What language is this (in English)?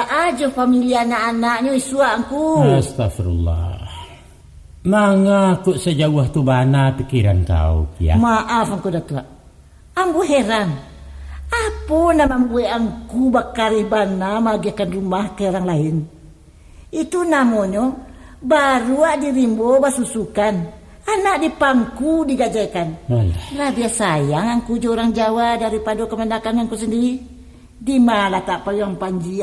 Minangkabau